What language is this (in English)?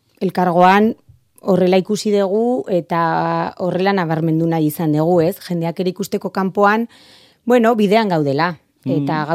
Basque